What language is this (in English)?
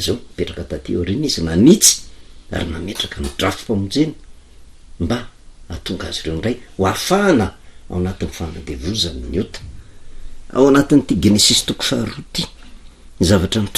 Malagasy